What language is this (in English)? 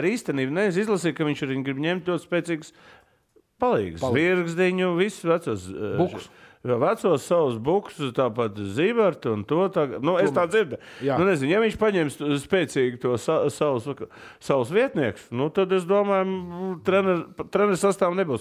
Latvian